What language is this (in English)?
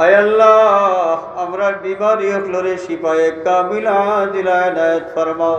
Sylheti